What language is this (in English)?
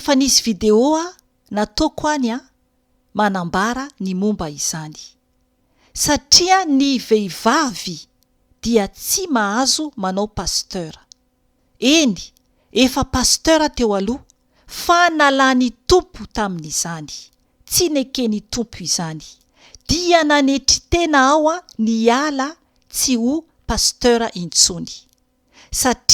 Malagasy